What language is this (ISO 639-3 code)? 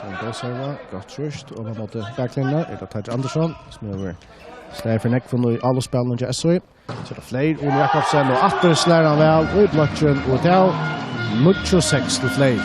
fao